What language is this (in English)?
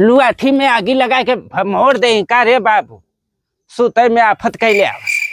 Bhojpuri